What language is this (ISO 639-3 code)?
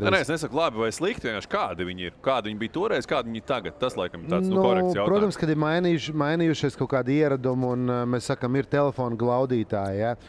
lav